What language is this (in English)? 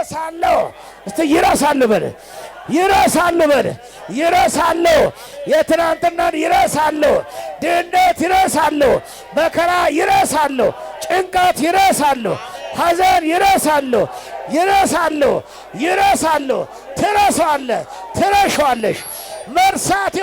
Amharic